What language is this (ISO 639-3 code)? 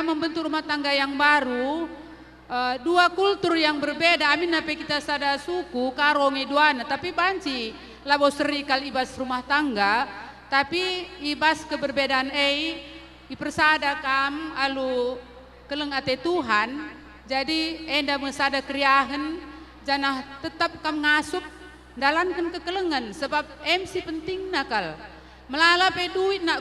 btx